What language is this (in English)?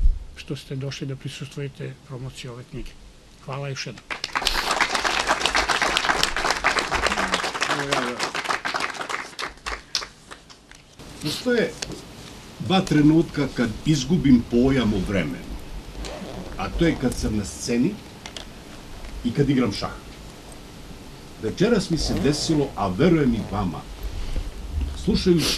Serbian